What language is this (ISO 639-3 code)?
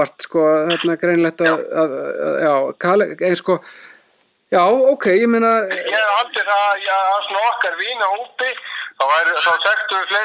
isl